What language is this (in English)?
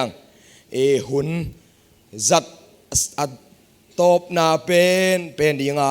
Tedim Chin